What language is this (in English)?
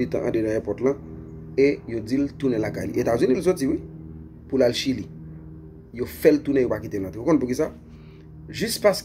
Haitian Creole